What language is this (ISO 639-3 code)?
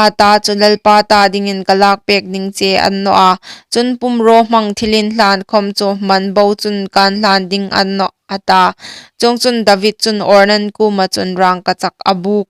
hmr